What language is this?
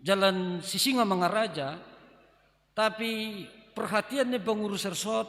Batak Simalungun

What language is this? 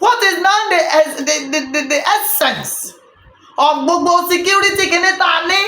Yoruba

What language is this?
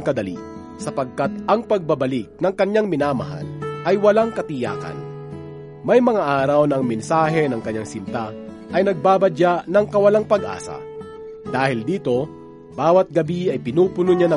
Filipino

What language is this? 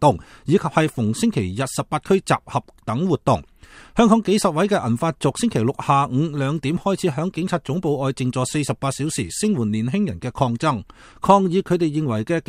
Cantonese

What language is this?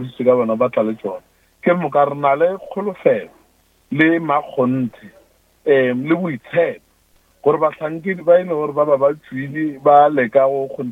Northern Sotho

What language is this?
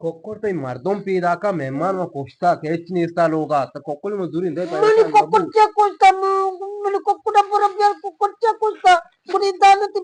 Eastern Balochi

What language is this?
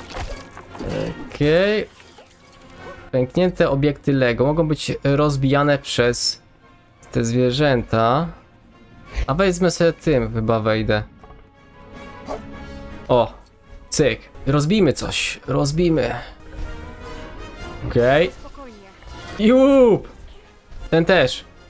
Polish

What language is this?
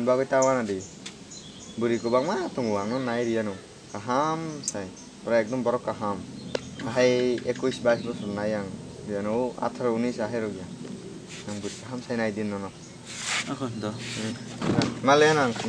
Kok Borok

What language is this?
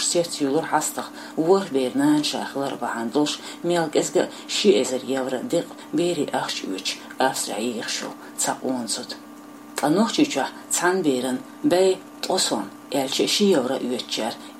Chechen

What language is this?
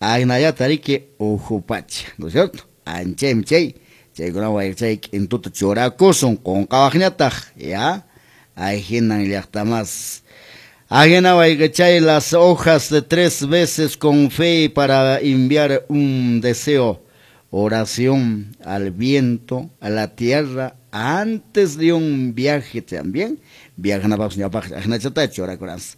Quechua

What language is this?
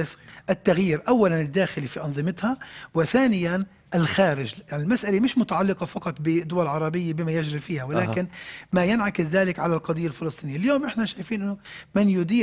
Arabic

